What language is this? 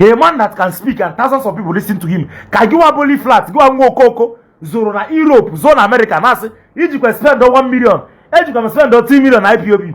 Igbo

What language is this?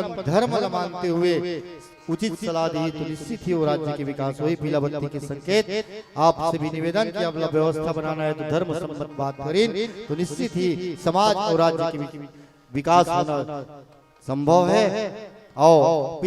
Chhattisgarhi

